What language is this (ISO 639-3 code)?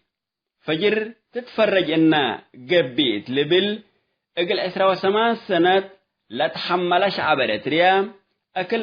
tig